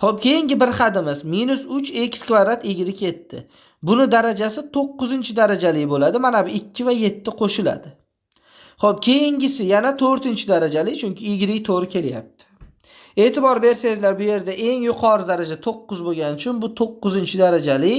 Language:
Uzbek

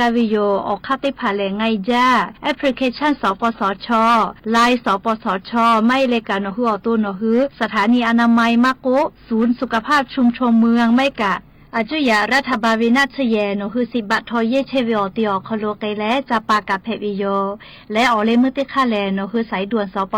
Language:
Lahu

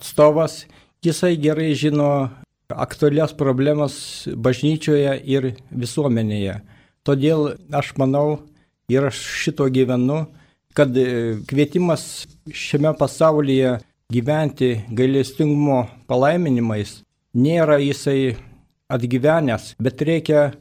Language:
Lithuanian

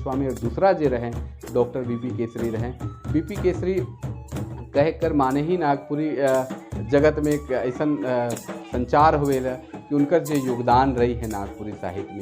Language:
Sadri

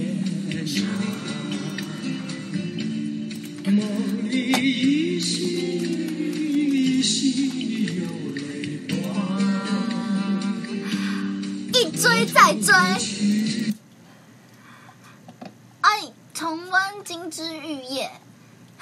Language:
Chinese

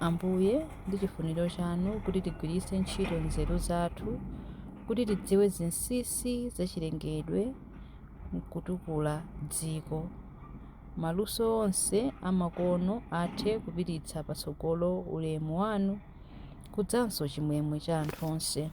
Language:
Nyanja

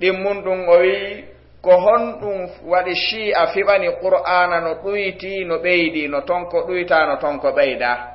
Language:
Fula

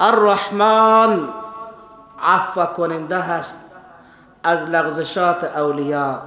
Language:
Persian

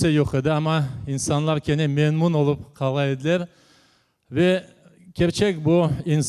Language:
Crimean Tatar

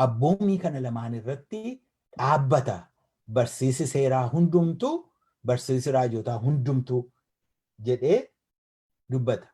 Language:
Oromo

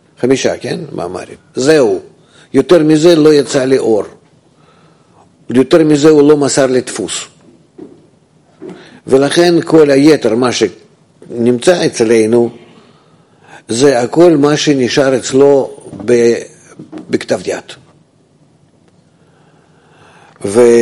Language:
Hebrew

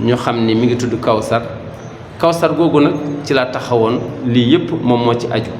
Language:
Wolof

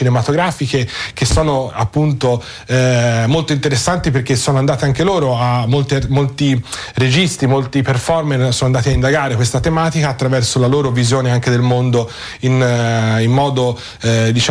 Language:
Italian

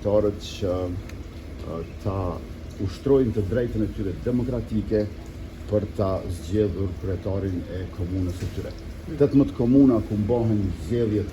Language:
Albanian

